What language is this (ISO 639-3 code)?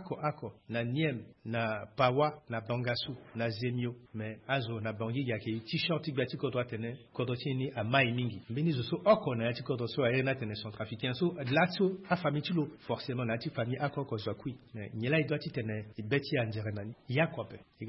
sag